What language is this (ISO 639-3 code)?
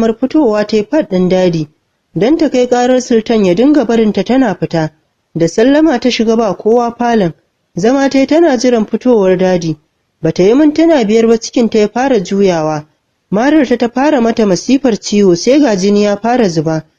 hau